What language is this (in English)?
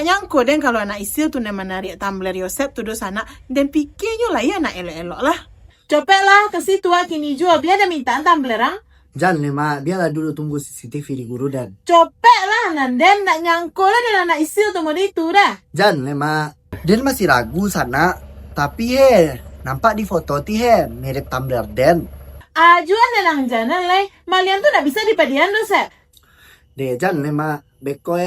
Minangkabau